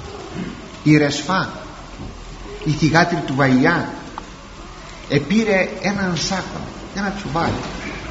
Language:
Greek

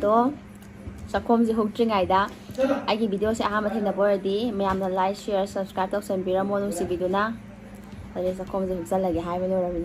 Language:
Manipuri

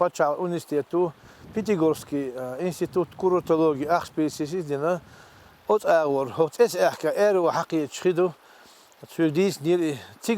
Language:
Chechen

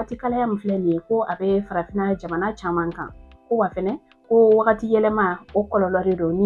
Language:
Bambara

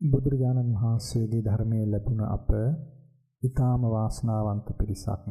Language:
Sinhala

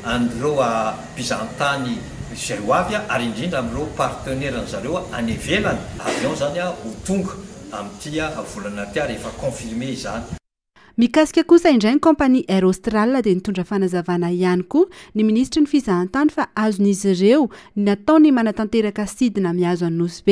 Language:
Malagasy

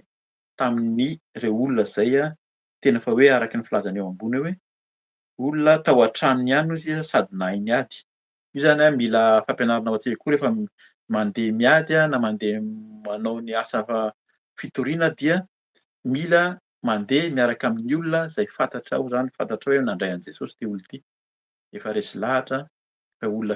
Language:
Malagasy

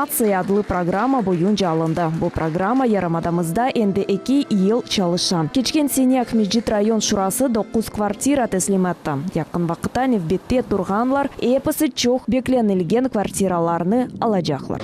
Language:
Crimean Tatar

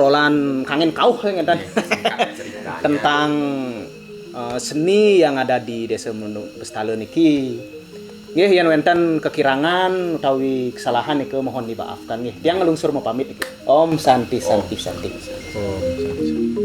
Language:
Balinese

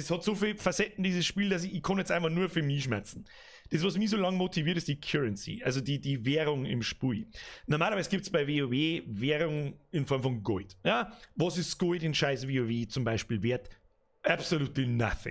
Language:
Bavarian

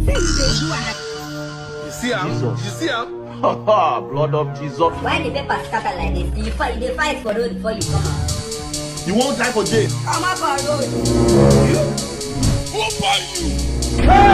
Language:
Nigerian Pidgin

